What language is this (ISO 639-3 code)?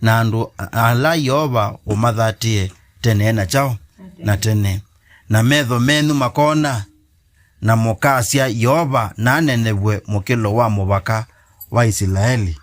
kam